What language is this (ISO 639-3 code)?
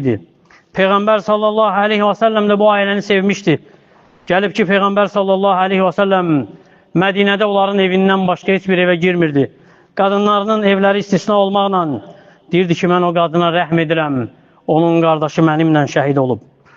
aze